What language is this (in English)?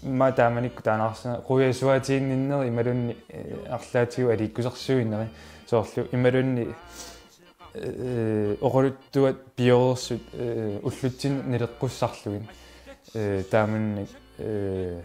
Kalaallisut